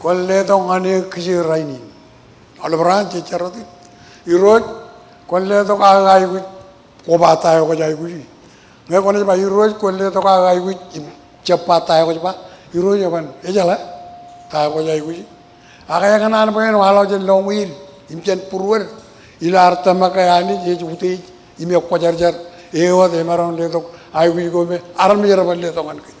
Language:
Marshallese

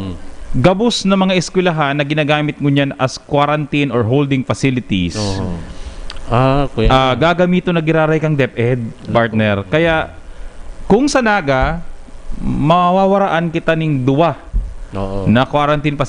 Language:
Bikol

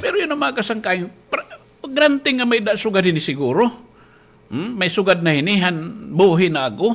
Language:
Waray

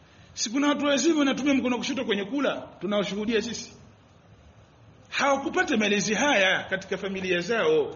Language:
Swahili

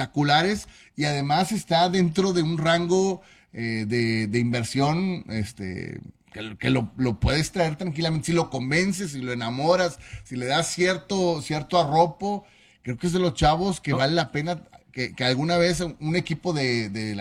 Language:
Spanish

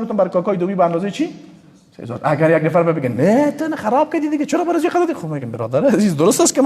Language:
Persian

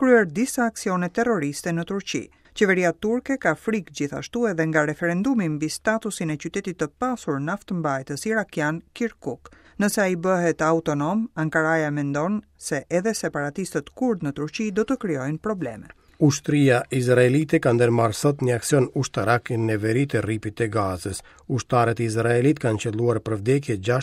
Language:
Albanian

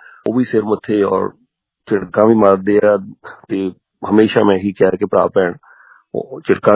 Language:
Punjabi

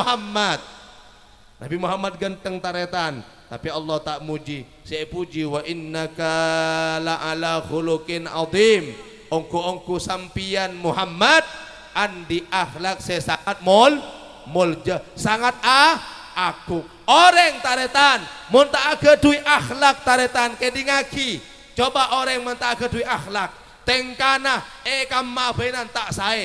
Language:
Madurese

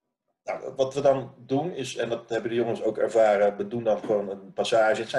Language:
Dutch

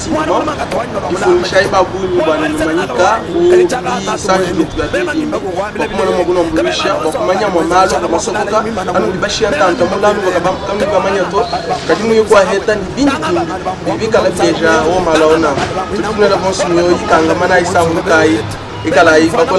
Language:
Luba-Lulua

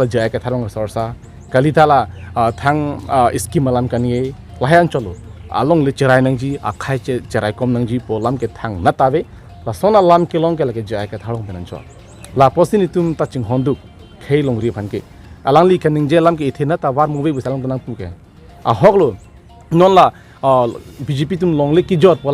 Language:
Karbi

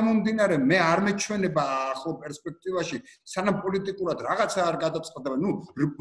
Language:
Georgian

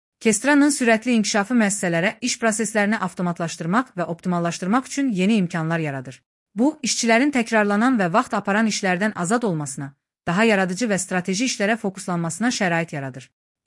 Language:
Azerbaijani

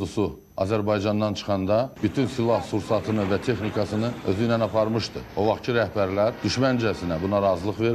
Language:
Azerbaijani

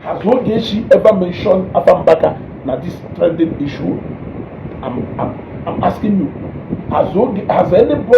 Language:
Igbo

